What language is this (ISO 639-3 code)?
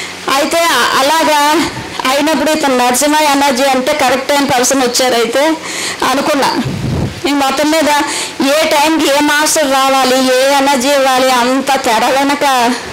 tel